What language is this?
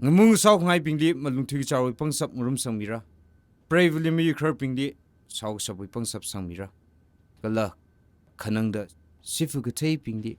Tangkhul Naga (India)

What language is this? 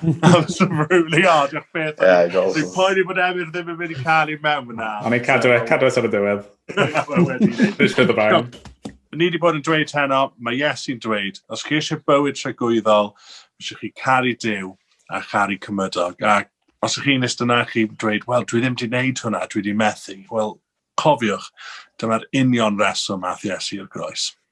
Welsh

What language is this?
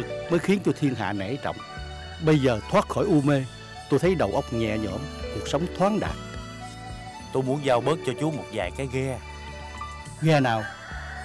Vietnamese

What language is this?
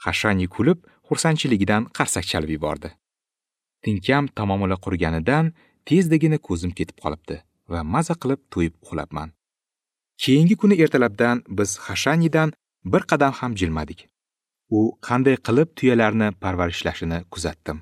Uzbek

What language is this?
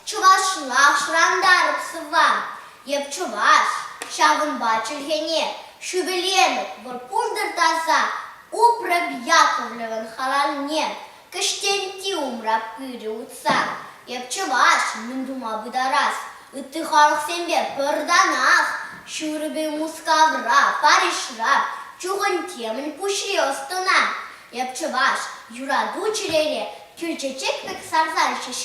Chuvash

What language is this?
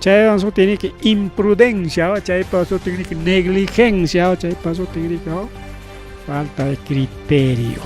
Ayacucho Quechua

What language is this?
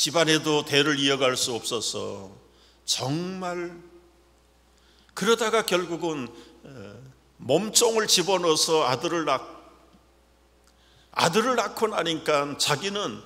Korean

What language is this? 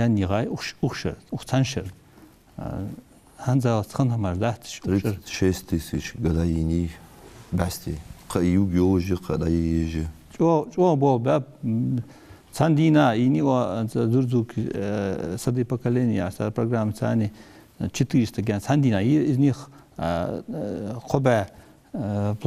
Ingush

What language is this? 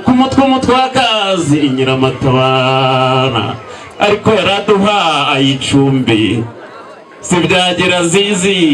Kinyarwanda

